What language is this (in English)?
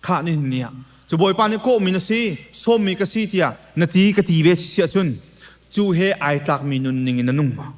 Hakha Chin